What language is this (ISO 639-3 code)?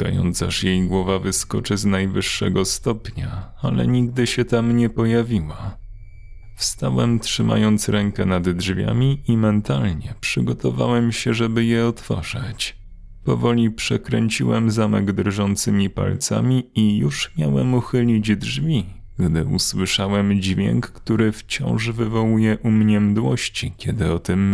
pol